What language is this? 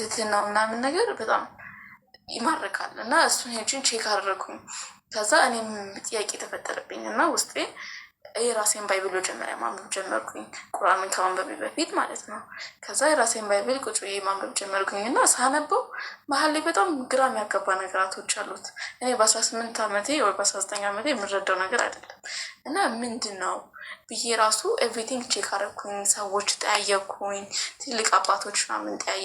Amharic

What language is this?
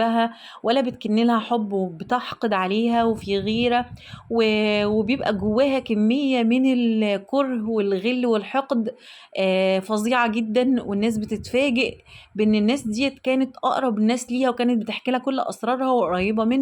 Egyptian Arabic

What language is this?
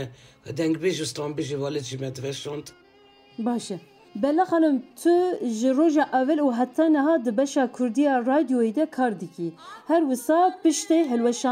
Kurdish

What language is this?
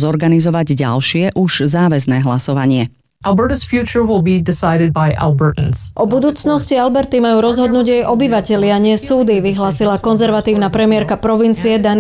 Slovak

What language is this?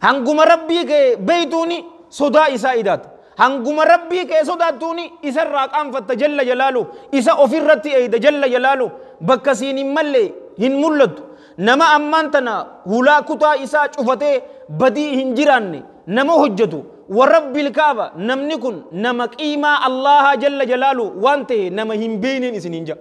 Oromo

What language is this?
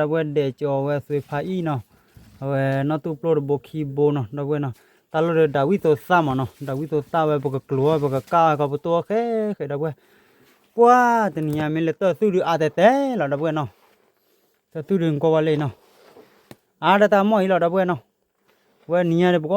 S'gaw Karen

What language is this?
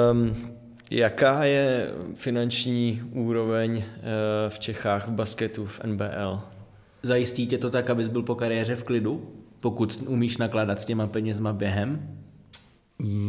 Czech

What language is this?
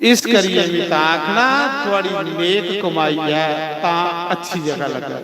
Dogri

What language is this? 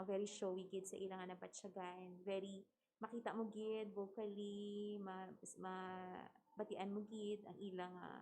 Hiligaynon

